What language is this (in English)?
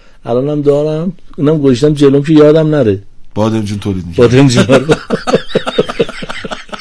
Persian